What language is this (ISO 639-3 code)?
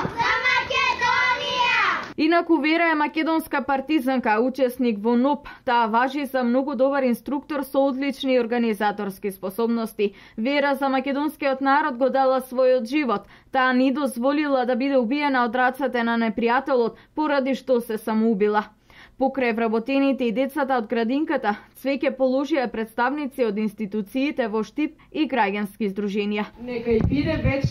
mkd